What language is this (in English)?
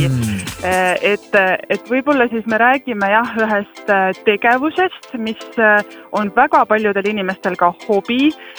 Estonian